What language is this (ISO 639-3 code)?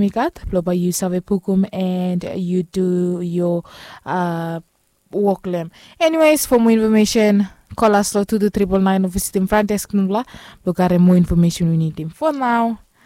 bis